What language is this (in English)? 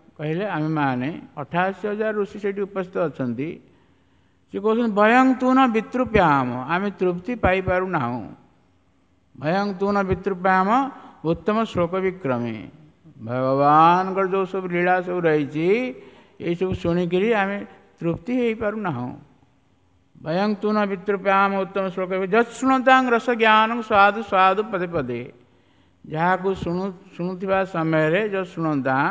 Odia